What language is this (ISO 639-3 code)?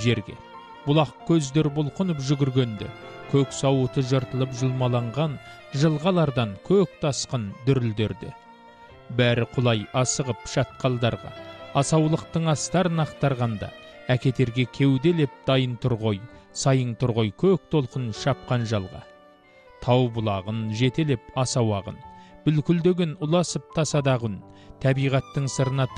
kaz